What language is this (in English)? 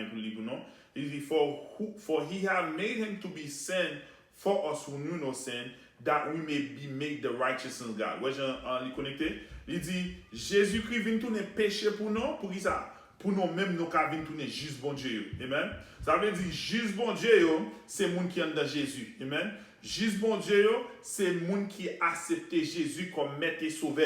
Haitian Creole